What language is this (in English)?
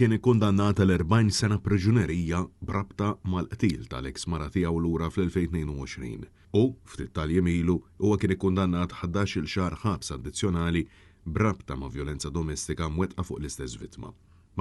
Maltese